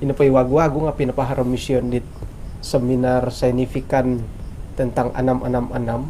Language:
Central Dusun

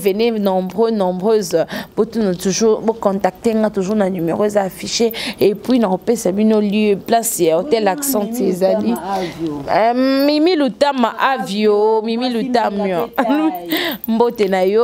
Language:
Lingala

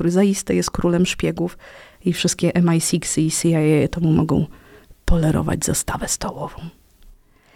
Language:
Polish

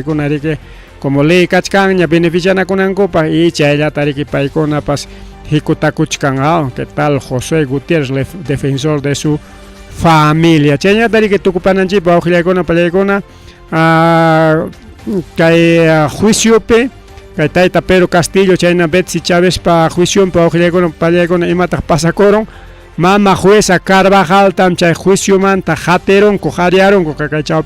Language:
Ayacucho Quechua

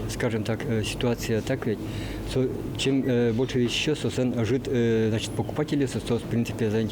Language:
Udmurt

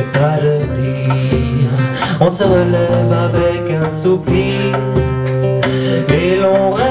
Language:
French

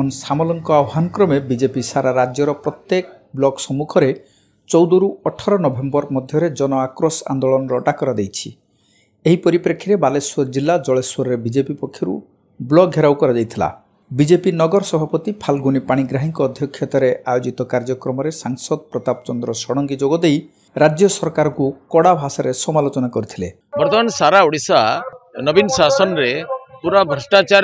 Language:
Odia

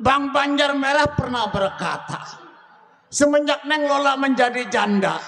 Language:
Betawi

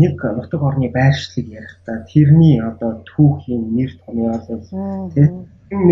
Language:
Mongolian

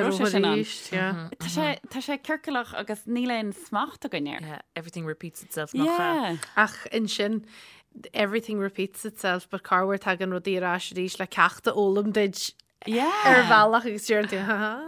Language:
Irish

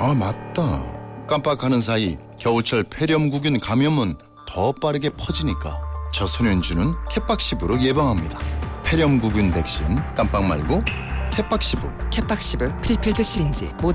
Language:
Korean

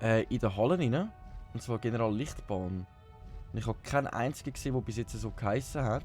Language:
Swiss German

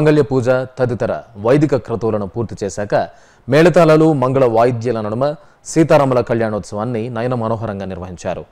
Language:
Telugu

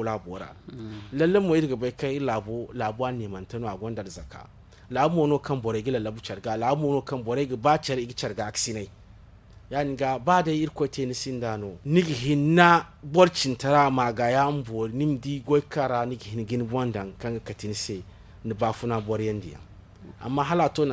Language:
Zarma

